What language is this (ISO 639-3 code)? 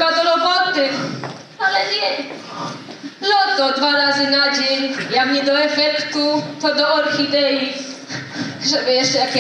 szl